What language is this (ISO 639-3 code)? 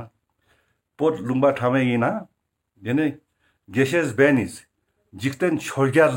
lbj